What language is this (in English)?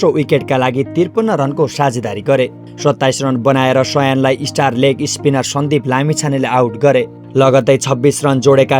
Nepali